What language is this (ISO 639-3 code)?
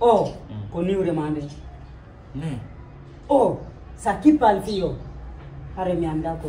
ful